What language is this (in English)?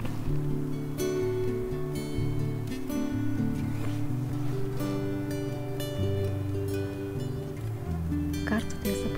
Russian